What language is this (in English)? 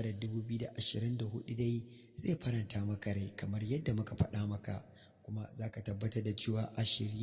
Hausa